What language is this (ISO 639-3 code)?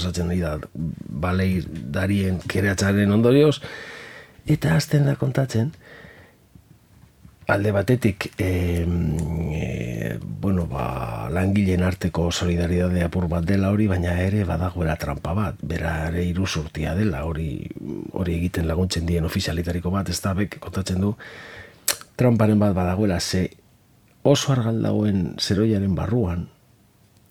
eus